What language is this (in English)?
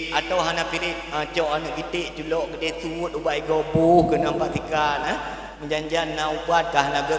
Achinese